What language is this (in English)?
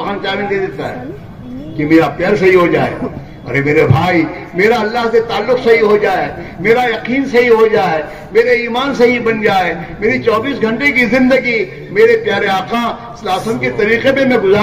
Urdu